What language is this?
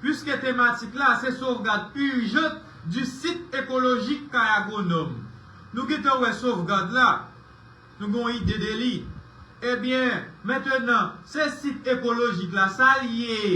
Haitian Creole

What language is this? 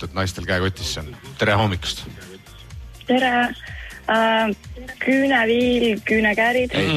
Estonian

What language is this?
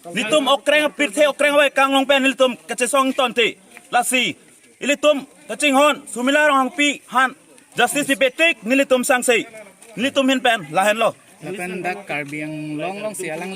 Karbi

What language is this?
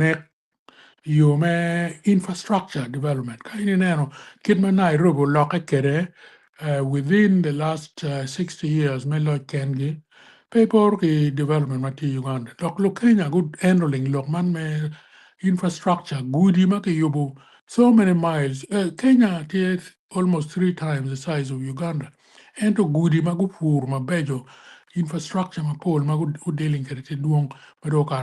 Acoli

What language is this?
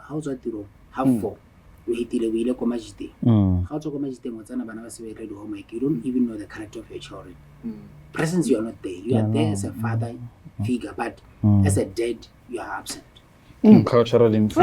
Tswana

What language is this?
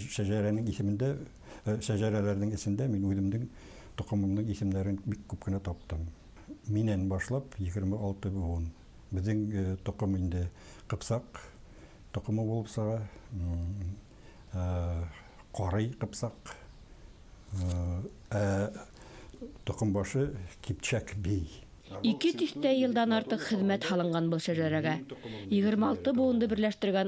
Bashkir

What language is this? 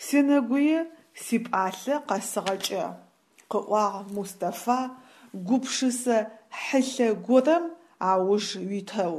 Adyghe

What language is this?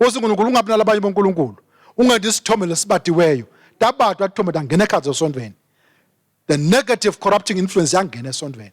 Swati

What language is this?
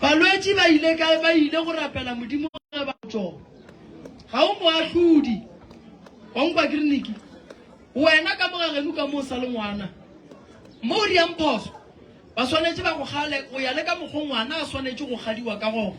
Northern Sotho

